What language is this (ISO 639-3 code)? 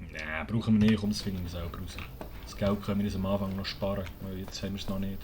gsw